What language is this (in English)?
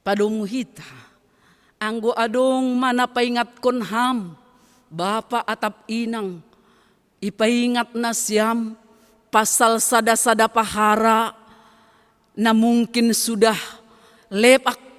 Batak Simalungun